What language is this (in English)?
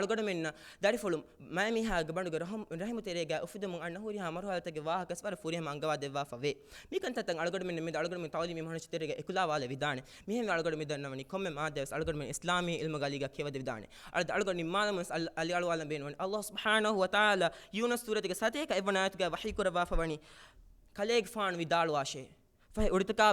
Divehi